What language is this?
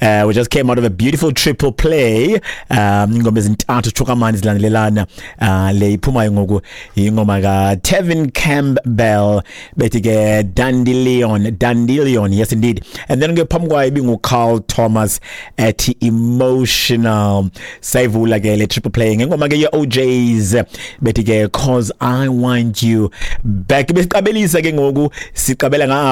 Xhosa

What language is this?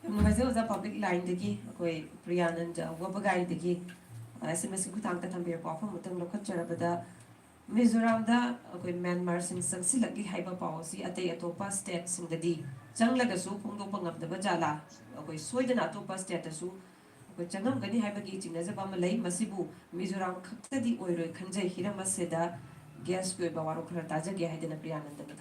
Manipuri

